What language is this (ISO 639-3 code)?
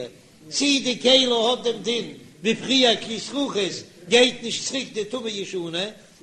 yid